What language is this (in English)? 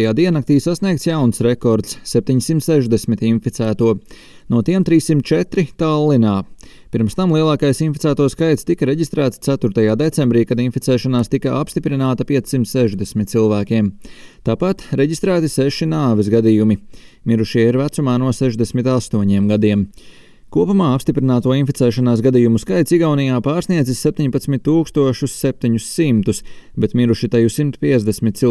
Latvian